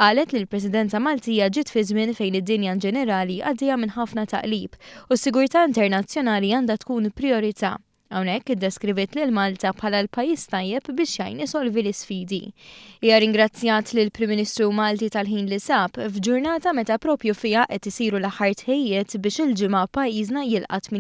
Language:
Maltese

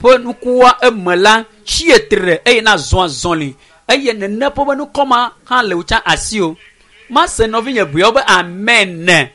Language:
Ewe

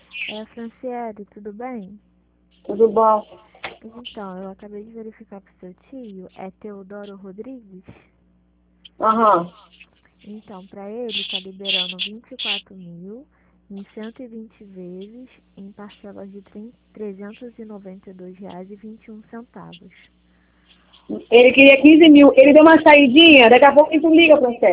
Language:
Portuguese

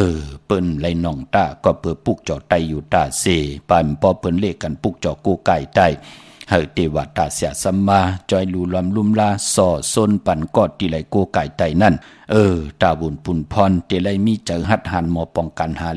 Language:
Shan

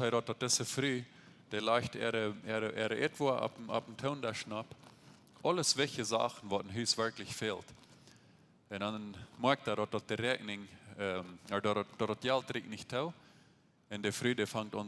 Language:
Plautdietsch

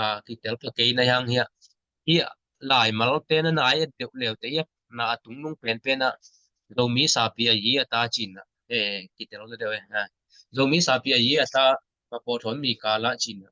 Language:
Tedim Chin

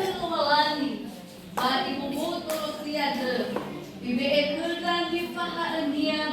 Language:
Nias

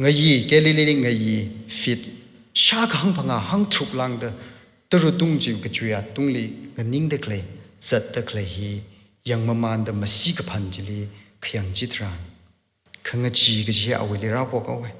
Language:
Tangkhul Naga (India)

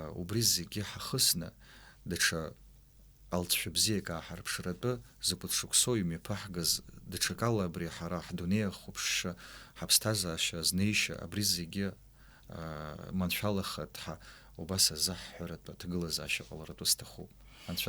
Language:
Abkhazian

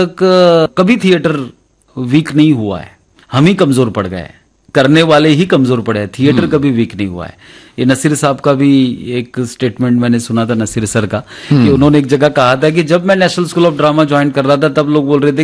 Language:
Hindi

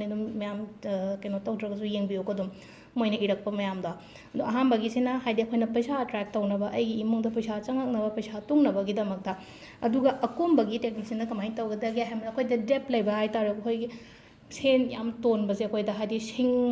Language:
Manipuri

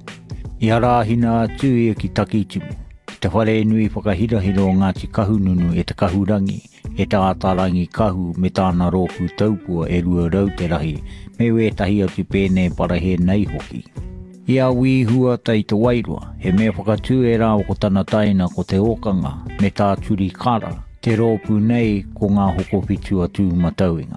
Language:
Māori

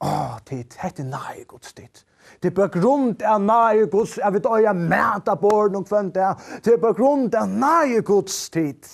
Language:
Faroese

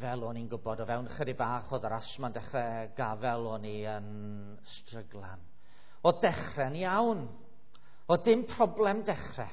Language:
Welsh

